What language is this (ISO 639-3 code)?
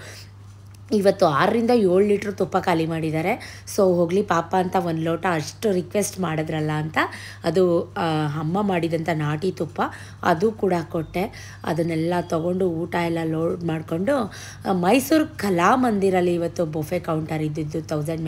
kan